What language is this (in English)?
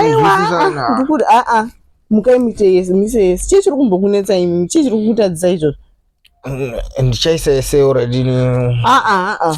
Shona